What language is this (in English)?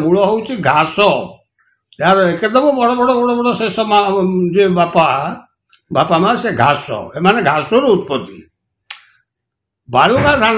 Odia